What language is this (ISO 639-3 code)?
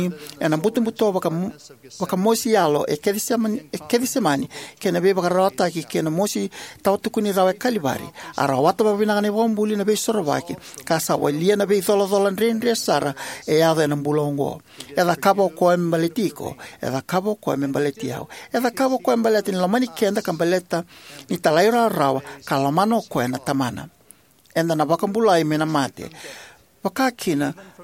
fij